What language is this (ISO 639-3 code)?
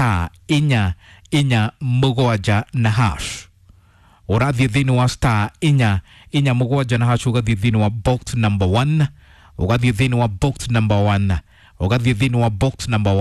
kik